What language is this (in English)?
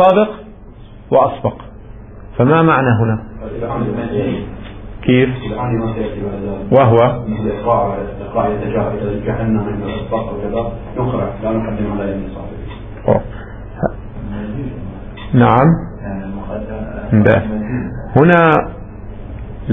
Arabic